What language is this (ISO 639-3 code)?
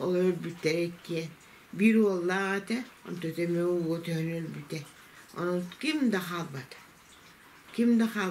sah